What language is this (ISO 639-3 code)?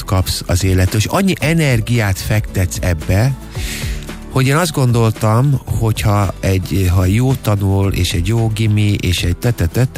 hun